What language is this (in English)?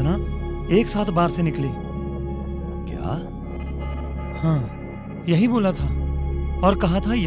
Hindi